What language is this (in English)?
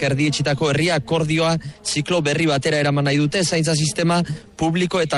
Basque